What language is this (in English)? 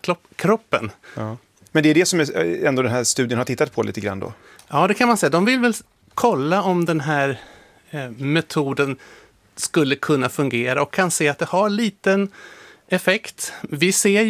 Swedish